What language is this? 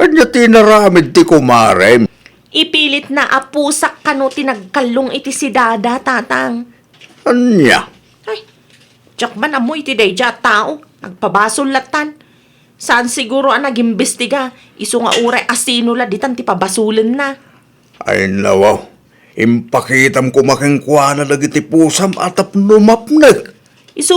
Iloko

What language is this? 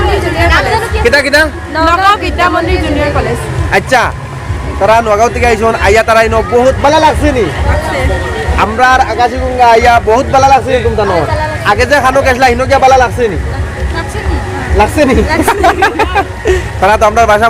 Sylheti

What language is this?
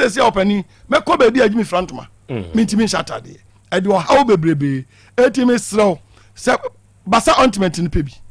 Akan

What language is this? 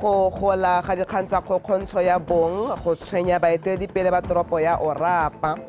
Tswana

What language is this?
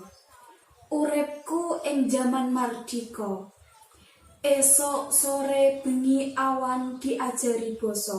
Javanese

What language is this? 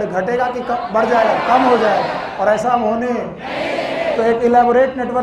Hindi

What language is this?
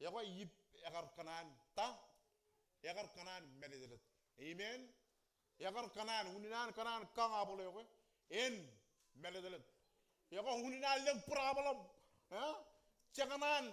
Marshallese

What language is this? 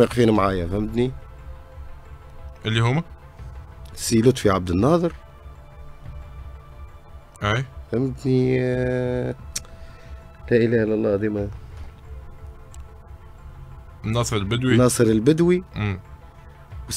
Tunisian Arabic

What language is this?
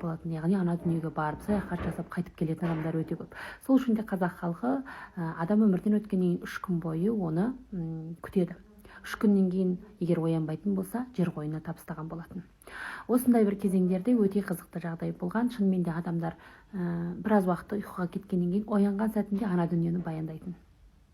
Kazakh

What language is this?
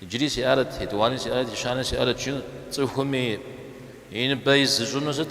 Kabardian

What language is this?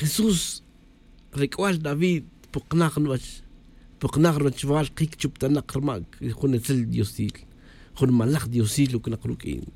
Tz'utujil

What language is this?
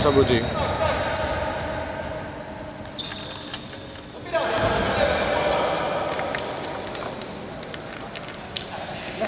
Greek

